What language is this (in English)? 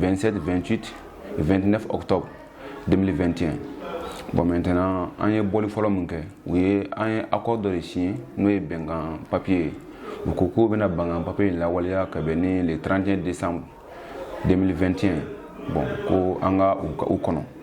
Bambara